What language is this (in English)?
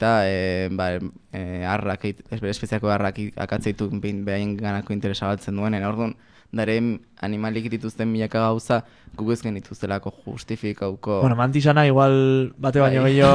Basque